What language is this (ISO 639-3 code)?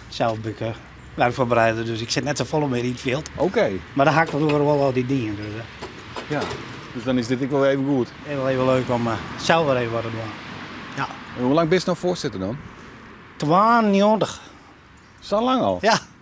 fry